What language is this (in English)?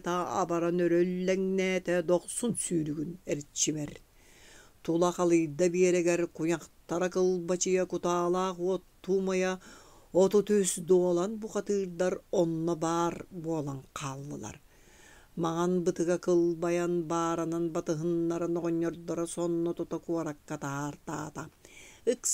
Yakut